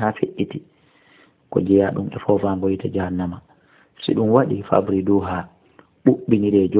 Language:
Fula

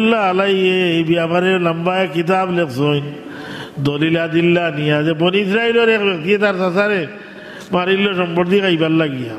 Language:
Sylheti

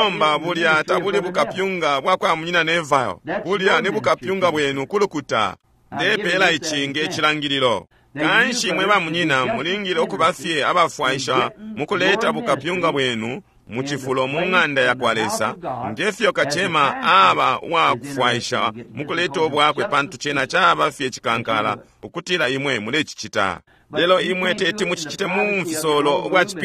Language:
Bemba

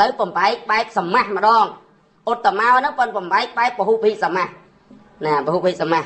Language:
Khmer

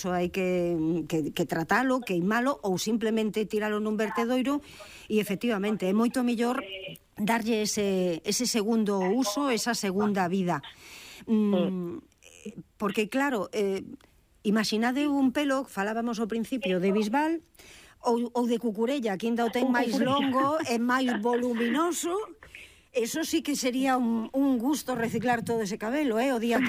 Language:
Galician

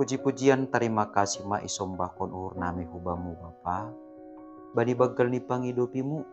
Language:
Batak Simalungun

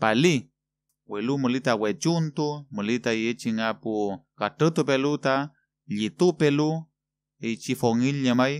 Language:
Mapuche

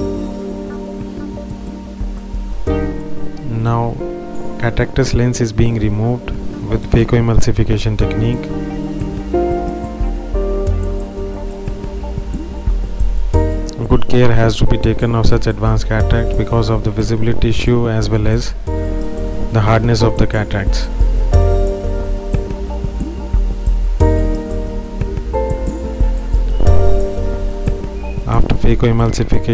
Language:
English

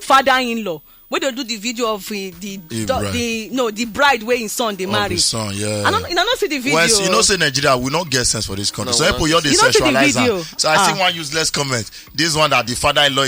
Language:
Nigerian Pidgin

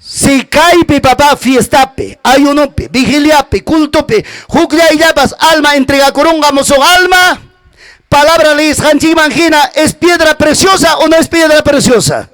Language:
Ayacucho Quechua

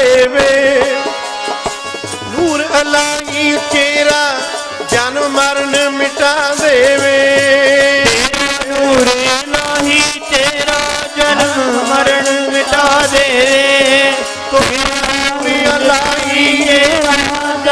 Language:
Punjabi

